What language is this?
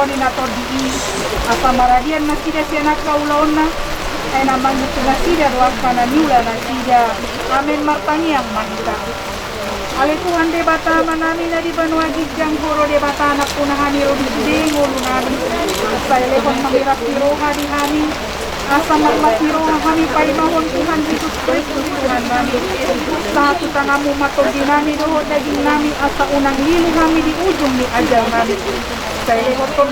Batak Toba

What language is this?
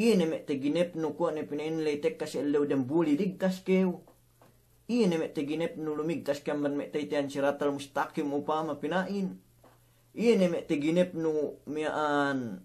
Yakan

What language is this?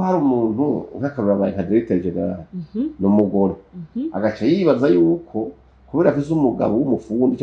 Rundi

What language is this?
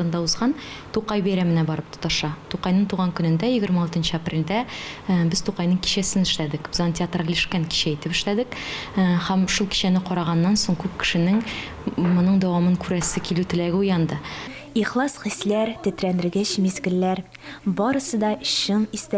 Tatar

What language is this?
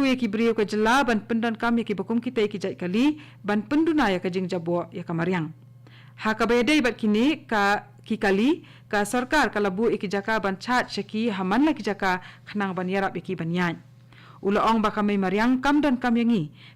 Khasi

